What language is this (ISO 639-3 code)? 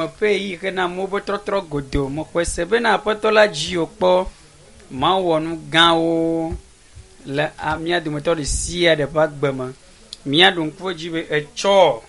ewe